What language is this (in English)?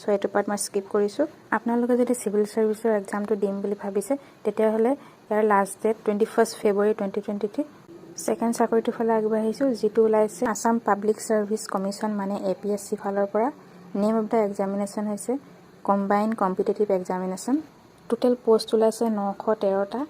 Assamese